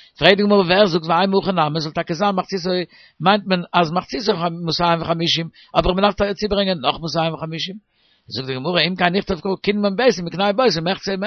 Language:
Yiddish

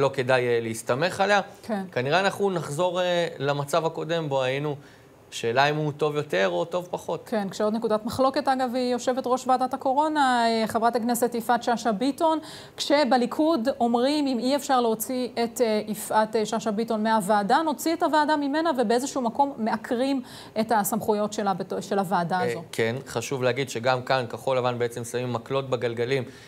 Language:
Hebrew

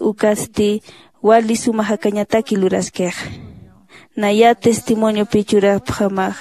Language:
Aymara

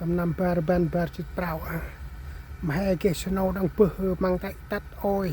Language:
Central Mnong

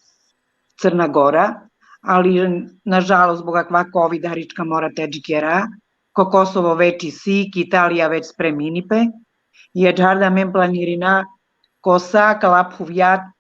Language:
Balkan Romani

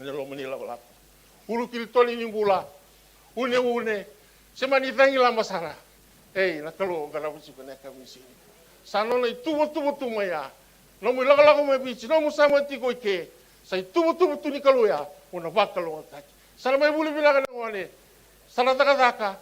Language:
Fijian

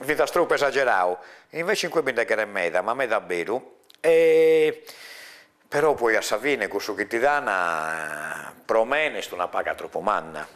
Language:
Sardinian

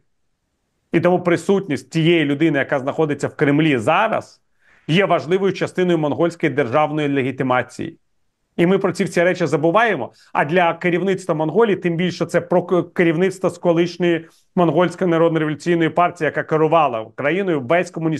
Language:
Ukrainian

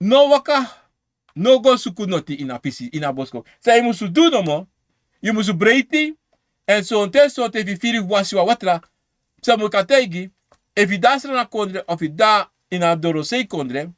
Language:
Sranan Tongo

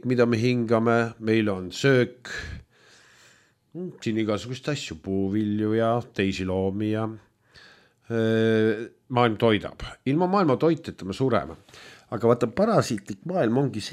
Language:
Estonian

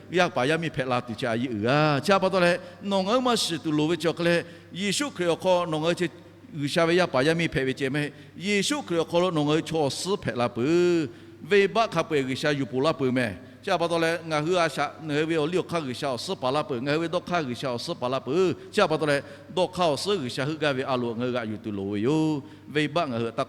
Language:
Lahu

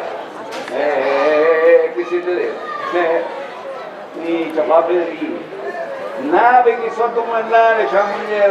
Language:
Sicilian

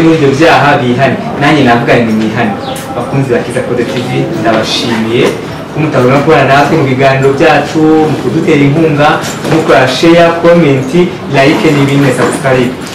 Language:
Kinyarwanda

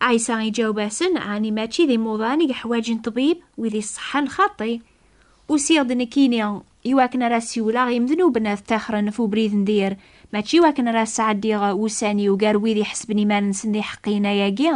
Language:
Kabyle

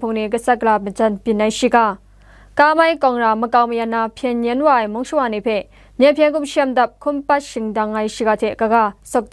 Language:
Kachin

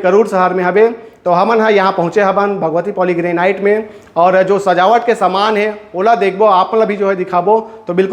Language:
Chhattisgarhi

